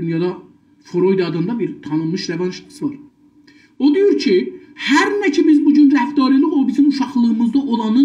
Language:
South Azerbaijani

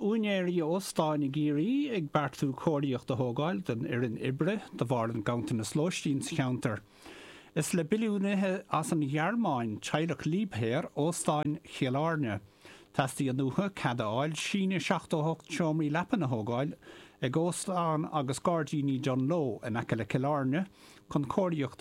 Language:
Irish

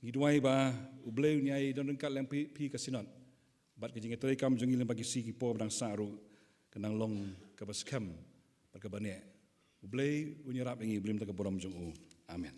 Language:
Khasi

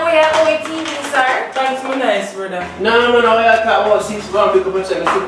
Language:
Jamaican Creole English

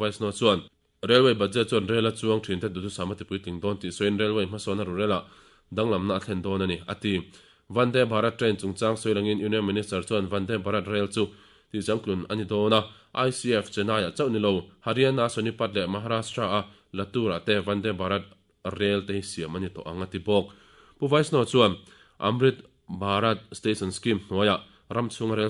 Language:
Mizo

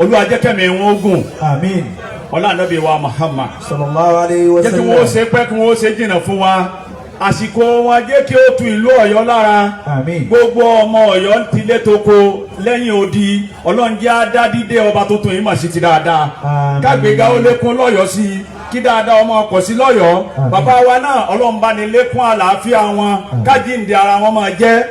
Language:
Yoruba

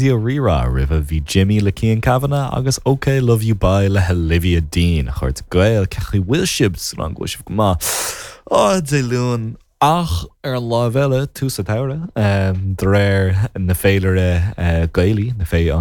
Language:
Irish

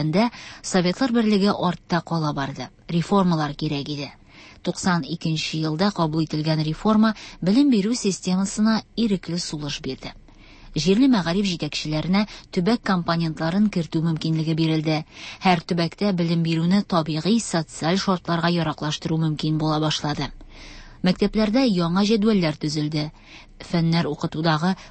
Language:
Tatar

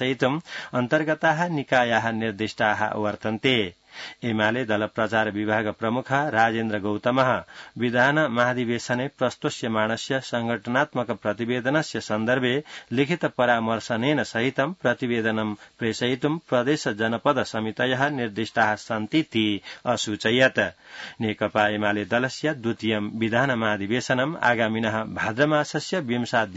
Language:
Sanskrit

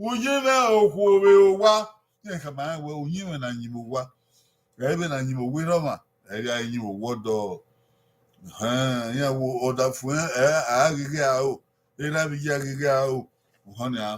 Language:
Bini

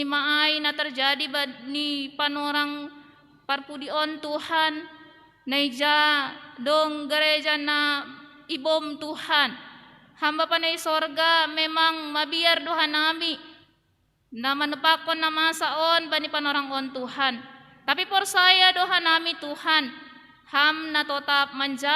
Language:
Batak Simalungun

